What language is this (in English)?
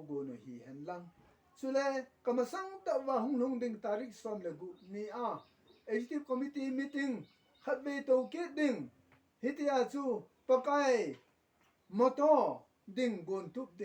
Thado Chin